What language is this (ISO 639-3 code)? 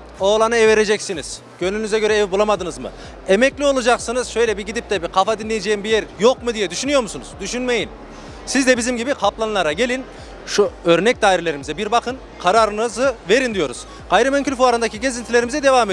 tur